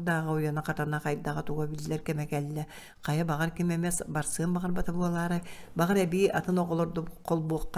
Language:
Yakut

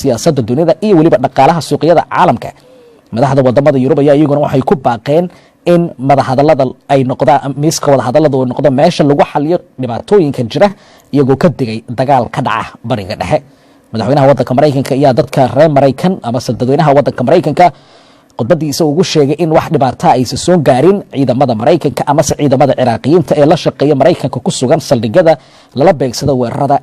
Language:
Somali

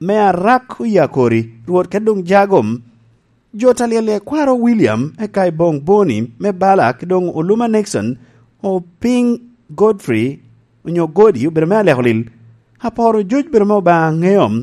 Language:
Lango (Uganda)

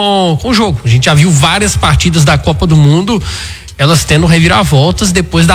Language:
Portuguese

